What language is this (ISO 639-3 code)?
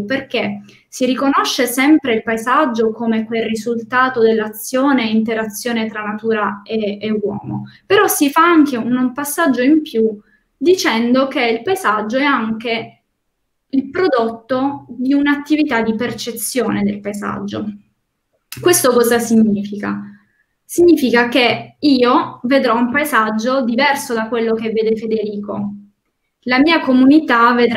ita